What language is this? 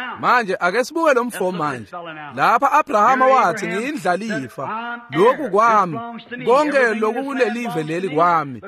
Swati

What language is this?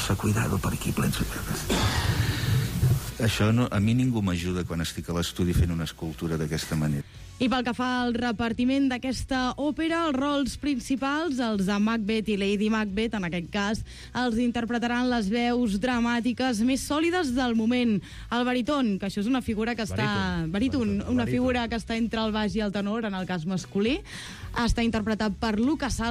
Catalan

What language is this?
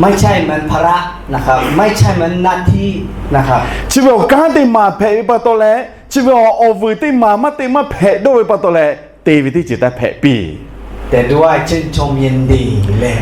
Lahu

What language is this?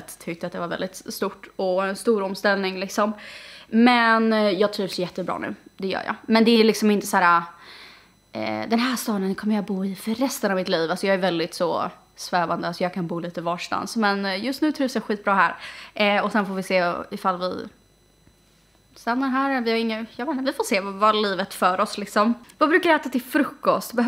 Swedish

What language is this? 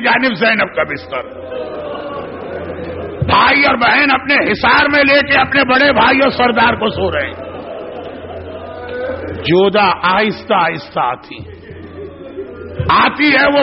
Urdu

